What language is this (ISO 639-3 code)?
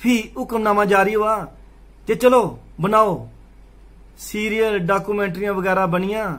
doi